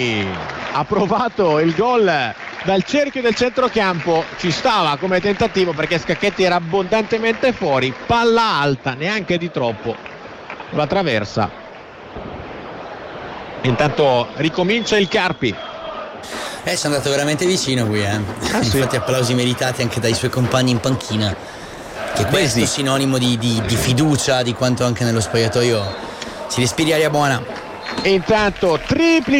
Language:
Italian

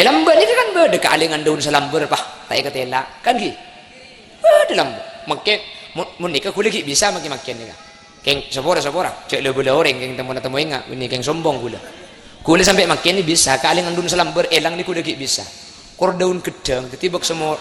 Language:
Madurese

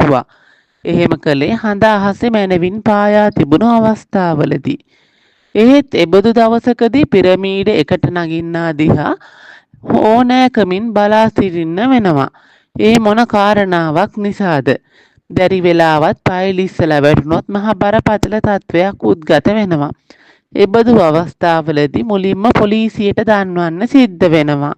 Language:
Sinhala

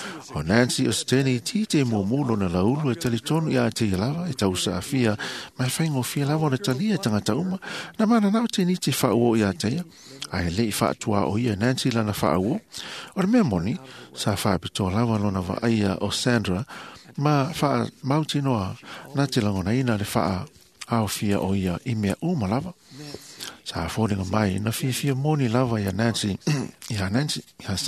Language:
Samoan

